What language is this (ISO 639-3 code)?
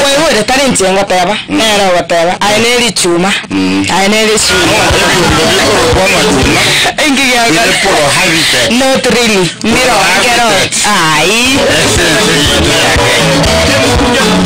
guz